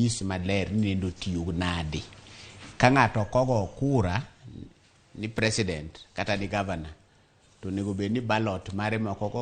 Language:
Luo (Kenya and Tanzania)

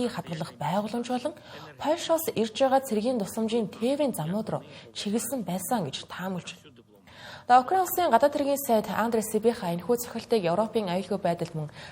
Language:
Mongolian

